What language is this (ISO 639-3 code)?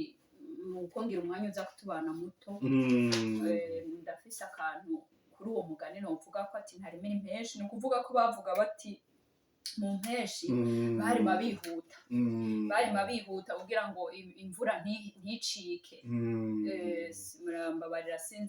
run